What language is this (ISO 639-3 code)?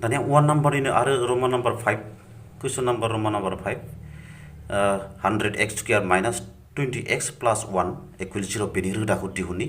brx